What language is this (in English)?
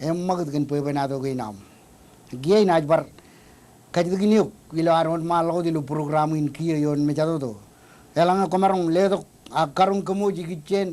Marshallese